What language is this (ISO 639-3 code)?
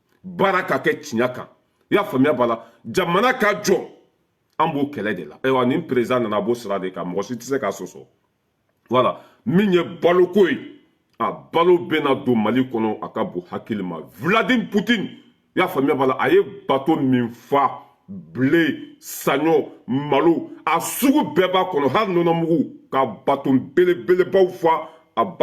bam